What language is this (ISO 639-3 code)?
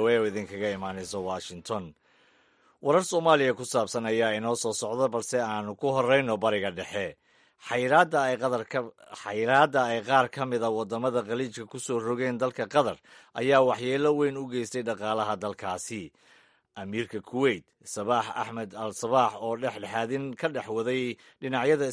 som